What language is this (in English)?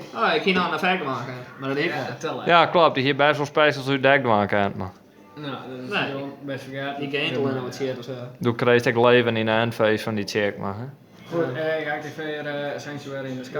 Western Frisian